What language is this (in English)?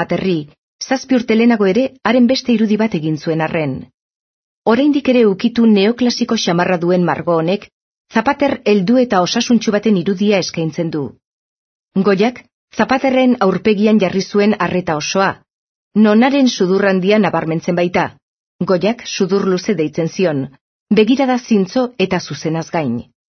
Basque